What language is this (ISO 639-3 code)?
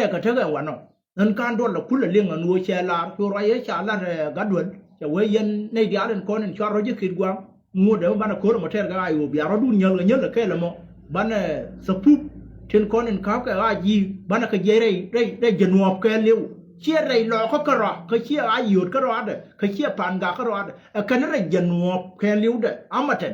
nus